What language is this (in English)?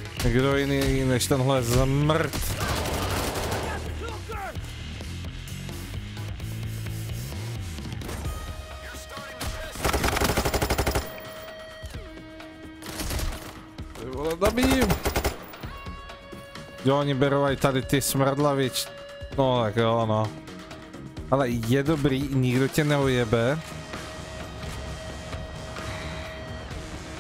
Czech